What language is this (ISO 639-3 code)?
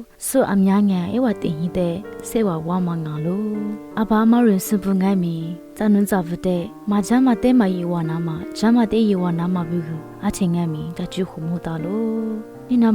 lis